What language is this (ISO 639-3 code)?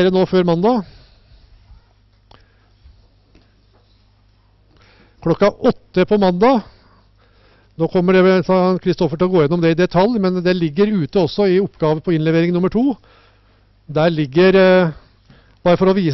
nor